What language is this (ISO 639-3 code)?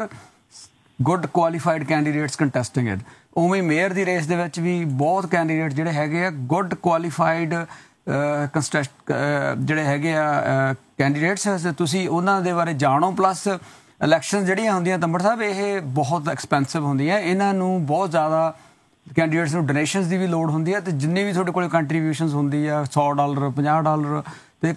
pan